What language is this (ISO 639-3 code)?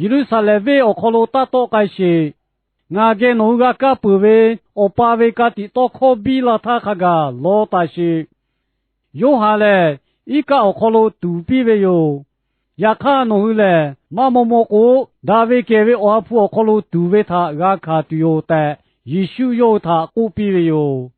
lhu